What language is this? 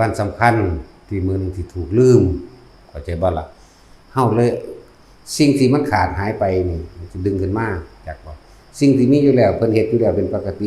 Northeastern Thai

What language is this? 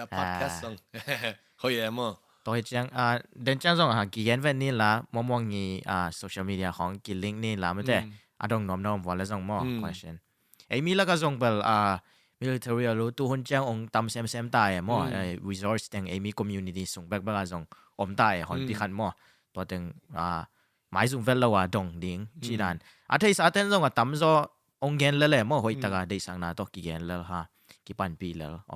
Tedim Chin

